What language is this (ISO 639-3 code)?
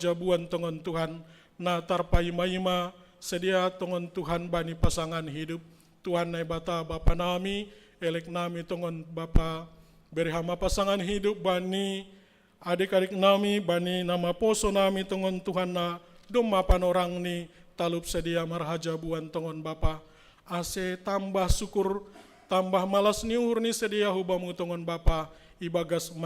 bts